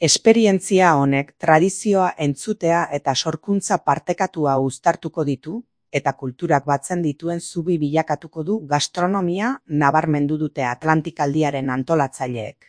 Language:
Basque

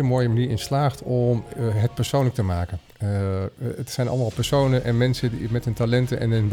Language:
Dutch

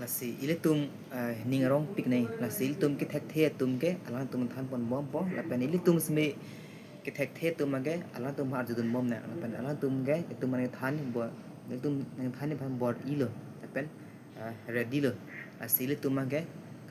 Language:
Karbi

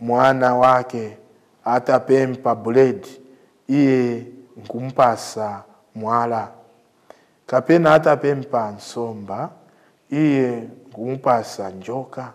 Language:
Nyanja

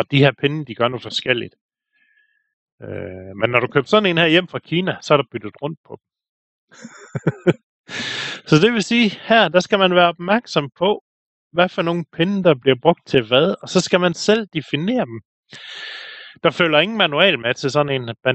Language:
Danish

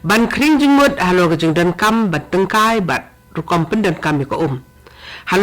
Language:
Khasi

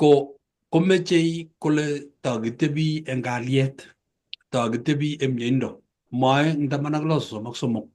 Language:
Kalenjin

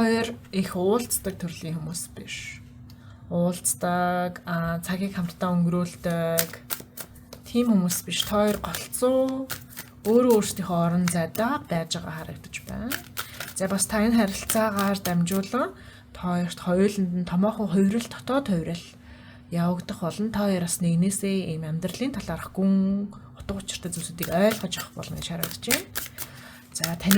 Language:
Mongolian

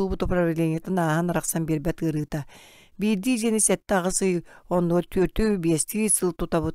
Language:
Yakut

